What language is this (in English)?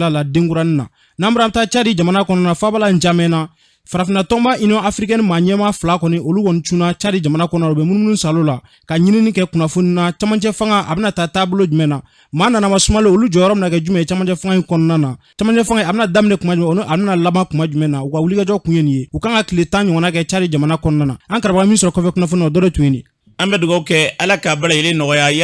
Bambara